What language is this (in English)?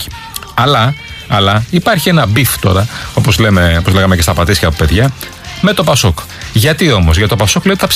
Greek